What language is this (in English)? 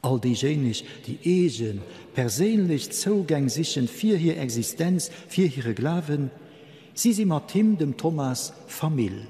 Luxembourgish